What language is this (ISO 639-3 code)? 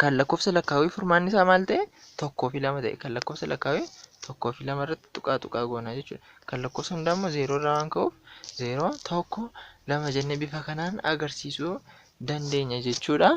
orm